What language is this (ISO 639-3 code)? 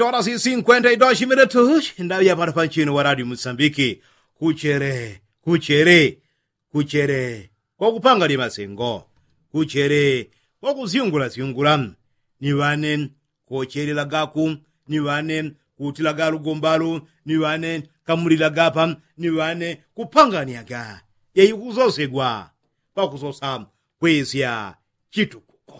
yao